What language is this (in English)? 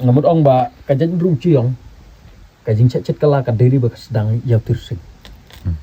Khasi